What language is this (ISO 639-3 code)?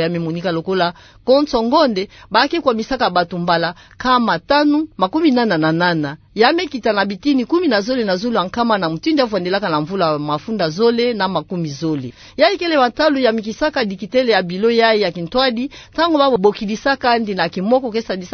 ktu